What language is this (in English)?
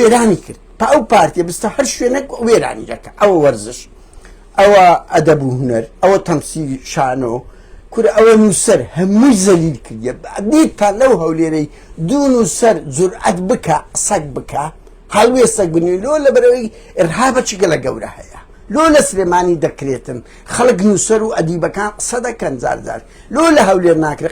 Central Kurdish